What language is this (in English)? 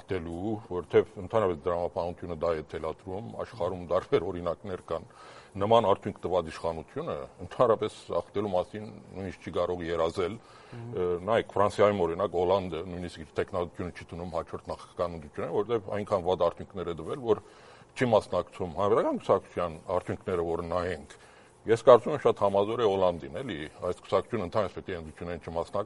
Armenian